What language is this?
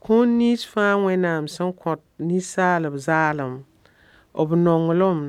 Mossi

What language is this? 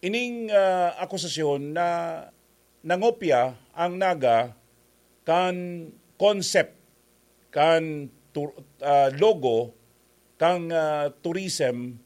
Bikol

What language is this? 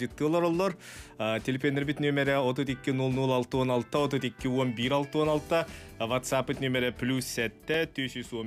Yakut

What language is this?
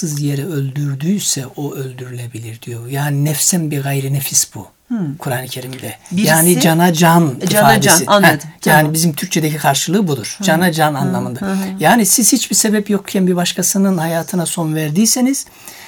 Turkish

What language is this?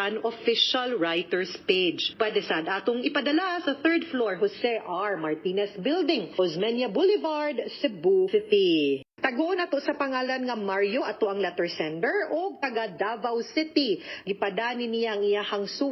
Cebuano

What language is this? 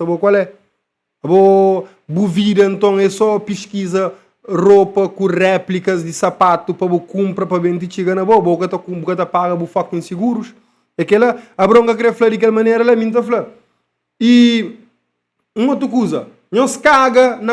Kabuverdianu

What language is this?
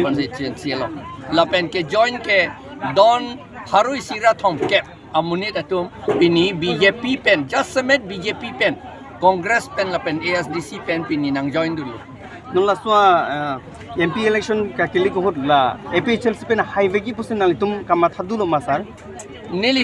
Karbi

